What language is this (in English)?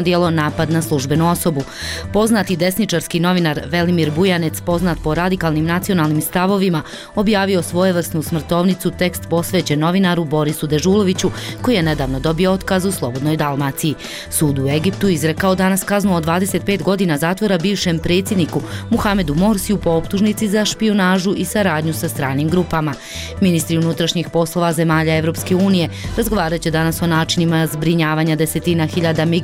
Croatian